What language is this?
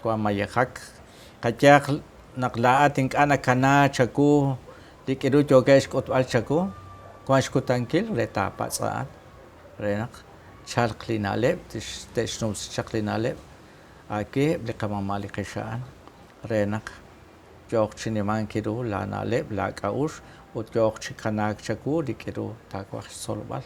Kekchí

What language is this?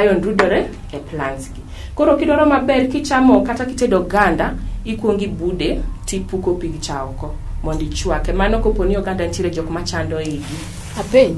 Luo (Kenya and Tanzania)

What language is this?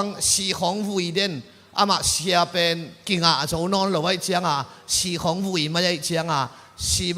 Tedim Chin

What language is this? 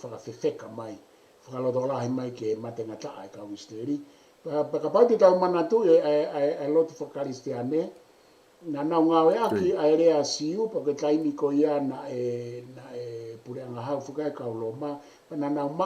Tongan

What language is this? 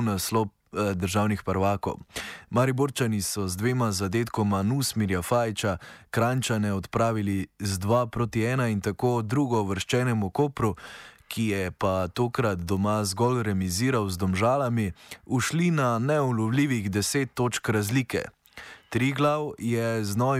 Slovenian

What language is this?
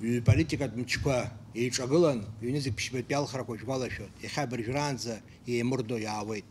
Abkhazian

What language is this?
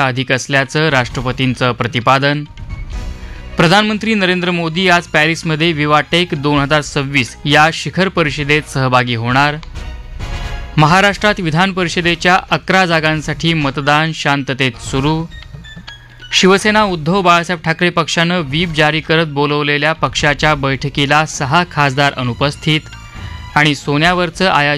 Marathi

